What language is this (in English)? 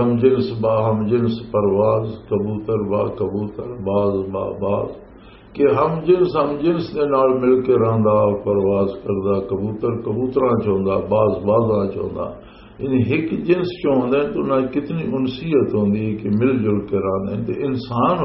Western Panjabi